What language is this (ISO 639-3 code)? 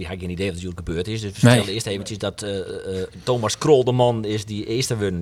fry